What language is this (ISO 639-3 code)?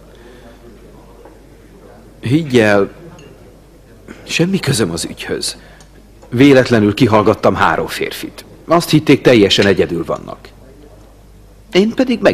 hun